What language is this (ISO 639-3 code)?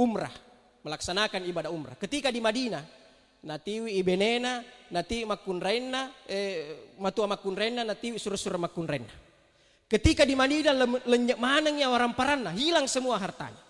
bug